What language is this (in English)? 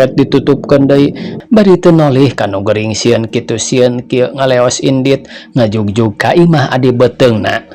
Sundanese